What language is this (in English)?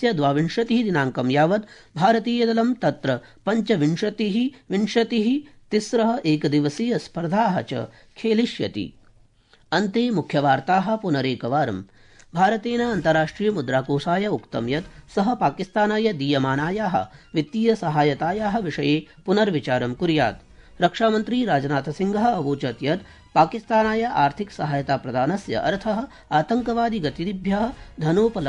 Sanskrit